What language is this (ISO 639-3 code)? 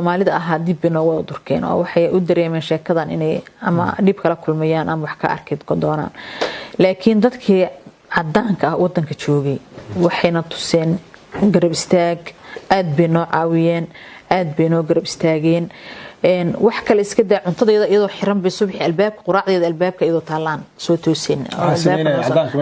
som